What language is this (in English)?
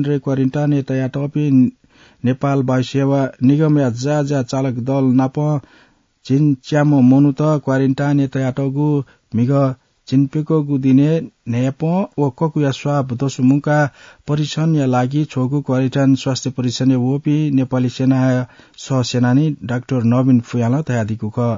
Newari